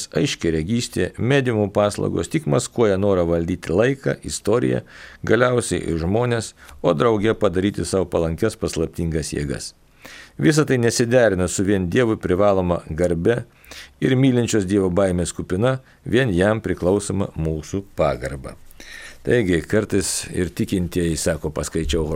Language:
Lithuanian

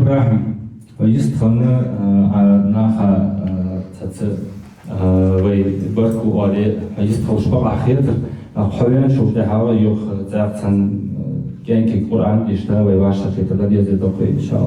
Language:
Ingush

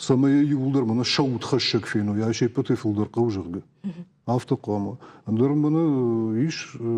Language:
Ossetic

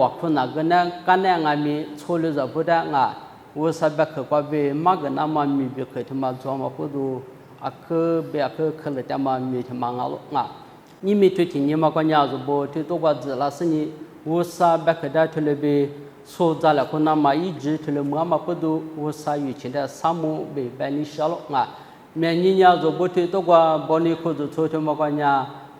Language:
Lisu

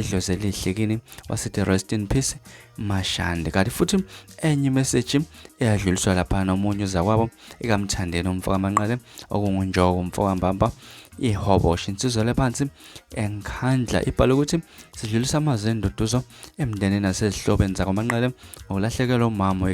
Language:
Zulu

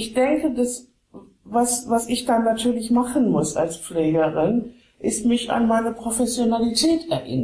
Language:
German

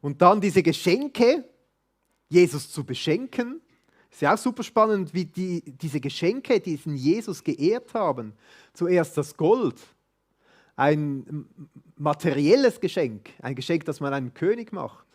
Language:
Swiss German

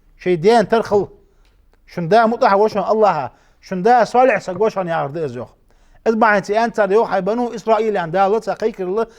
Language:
Ingush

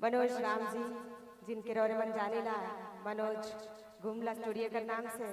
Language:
Sadri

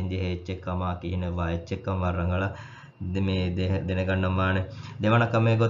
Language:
Divehi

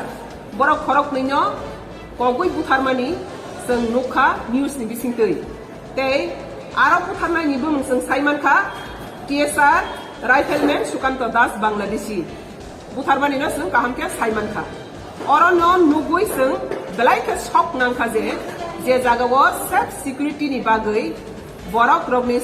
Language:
Riang (India)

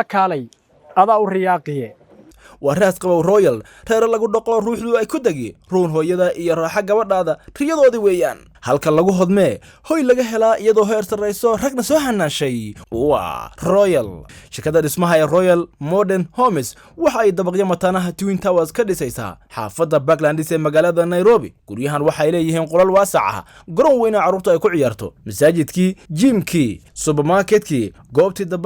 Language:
Somali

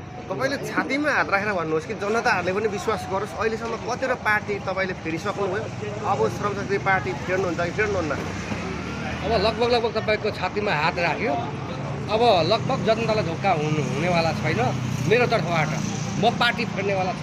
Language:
Nepali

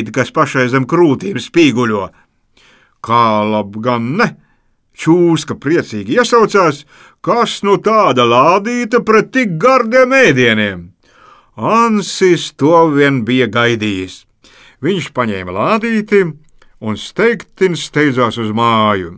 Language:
Latvian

